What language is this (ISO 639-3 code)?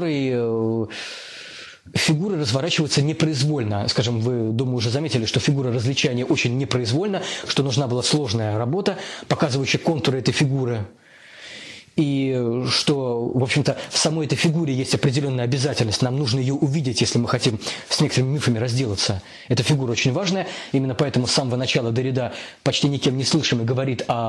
rus